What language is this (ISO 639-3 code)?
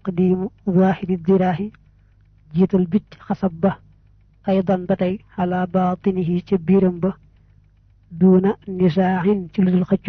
wol